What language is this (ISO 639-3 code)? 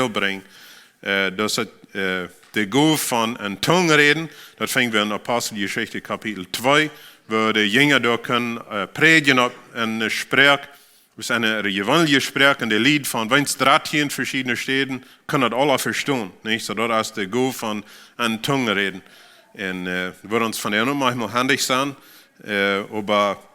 pdt